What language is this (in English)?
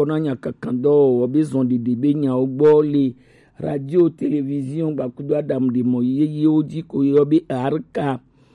Gen